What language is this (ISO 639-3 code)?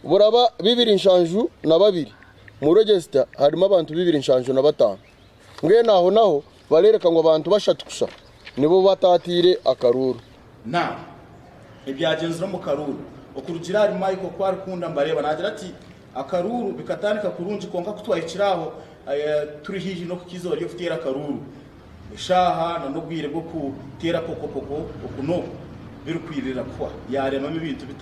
nyn